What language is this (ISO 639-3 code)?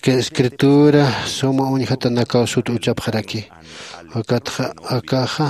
aym